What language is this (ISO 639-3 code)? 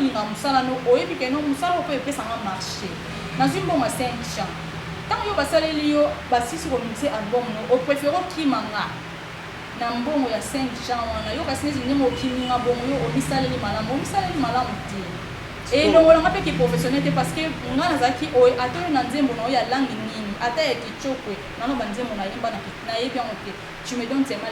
lin